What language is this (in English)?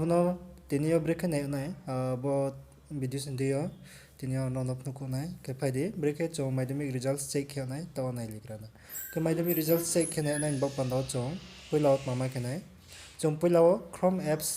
Riang (India)